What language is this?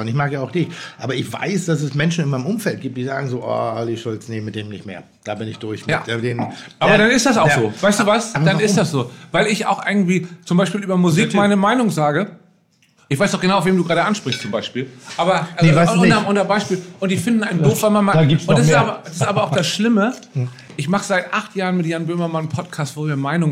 German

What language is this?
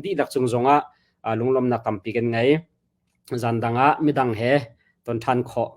Hakha Chin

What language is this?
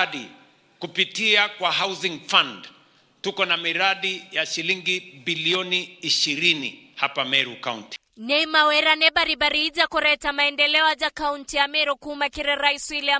Meru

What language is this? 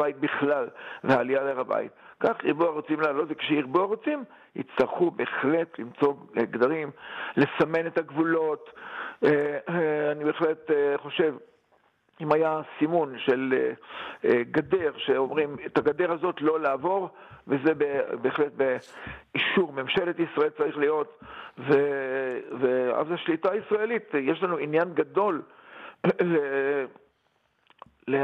Hebrew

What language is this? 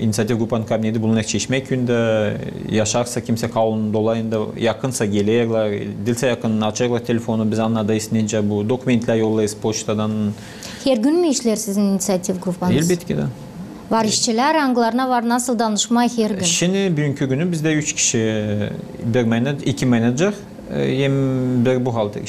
Gagauz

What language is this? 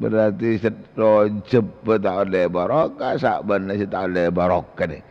Madurese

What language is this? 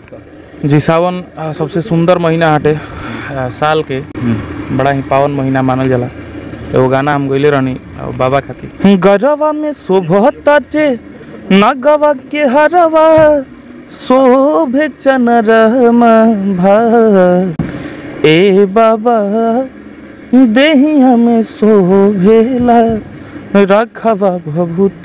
Bhojpuri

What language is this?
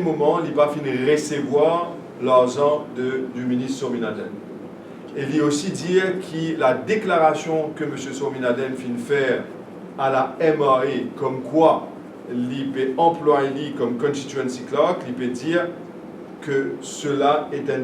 Morisyen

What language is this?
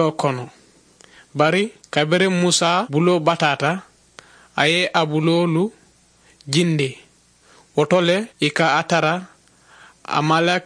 Mandingo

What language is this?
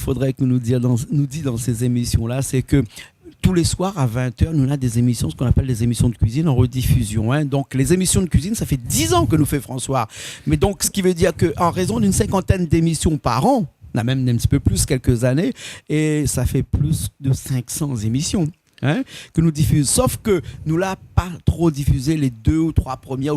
Réunion Creole French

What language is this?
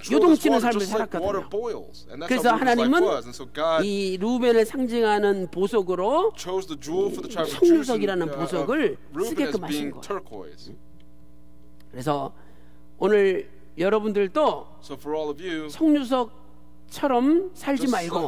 Korean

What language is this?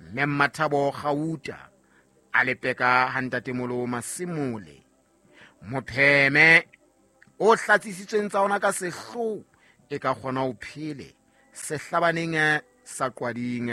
Southern Sotho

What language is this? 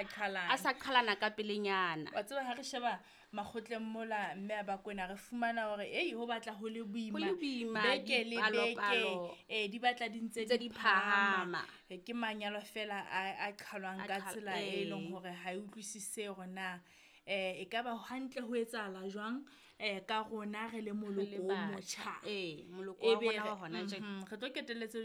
Southern Sotho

